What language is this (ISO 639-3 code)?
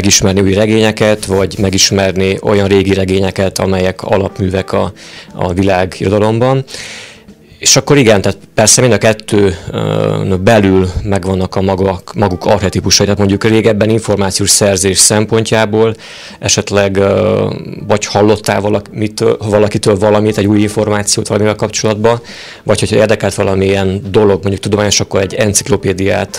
hun